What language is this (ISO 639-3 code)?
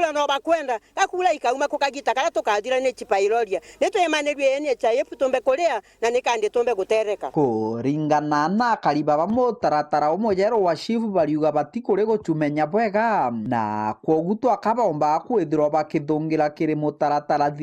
mer